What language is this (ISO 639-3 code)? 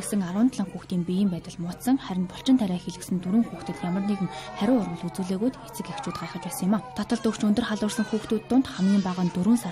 mon